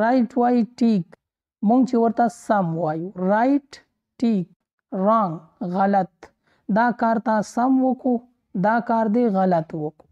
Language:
Pashto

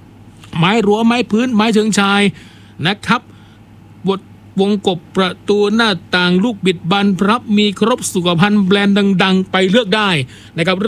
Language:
Thai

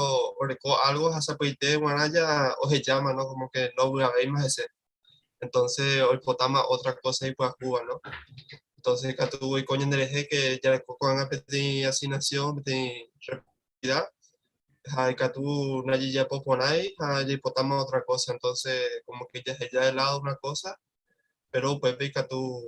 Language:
Guarani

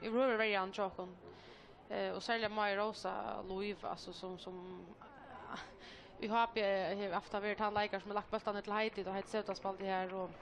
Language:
Faroese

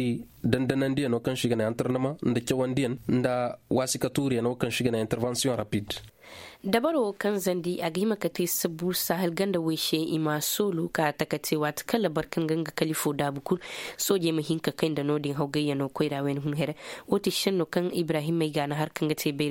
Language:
Koyraboro Senni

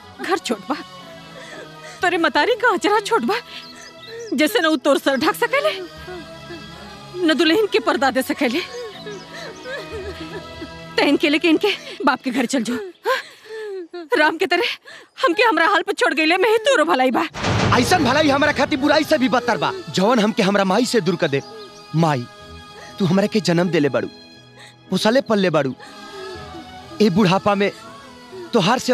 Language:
Bhojpuri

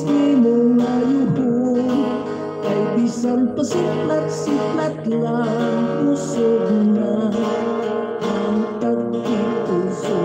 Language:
Hiligaynon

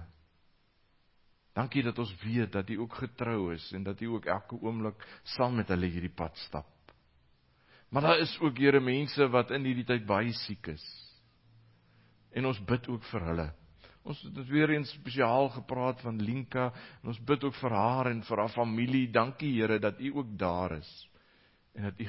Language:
Afrikaans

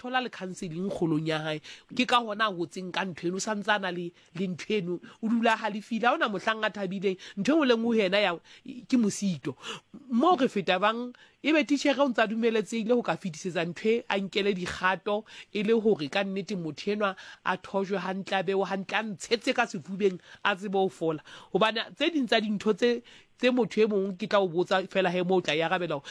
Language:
Southern Sotho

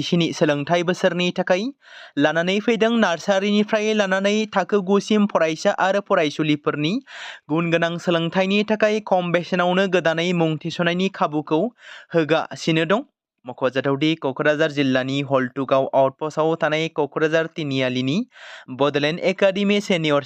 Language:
Bodo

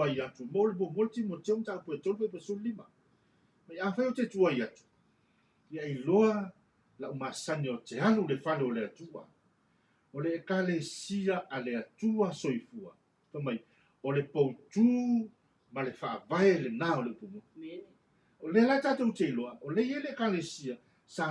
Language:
Samoan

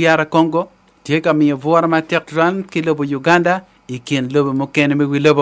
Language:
Acoli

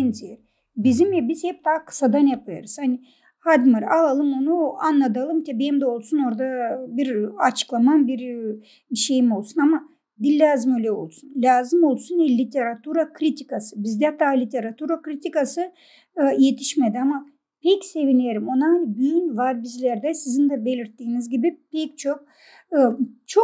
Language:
Gagauz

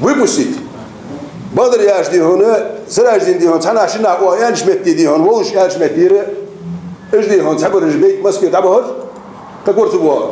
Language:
Ingush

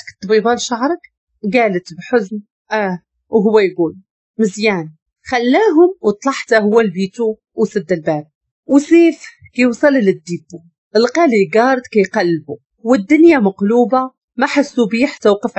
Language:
Moroccan Arabic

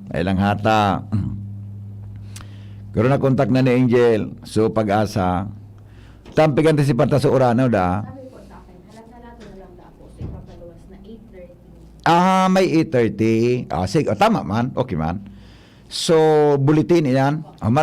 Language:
Bikol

